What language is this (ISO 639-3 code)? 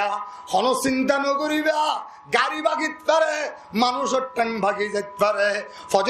rhg